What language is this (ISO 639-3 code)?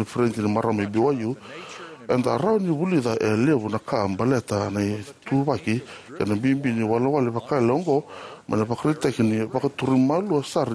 fij